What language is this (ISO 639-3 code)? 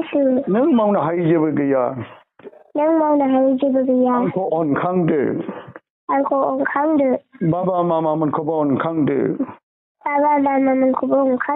brx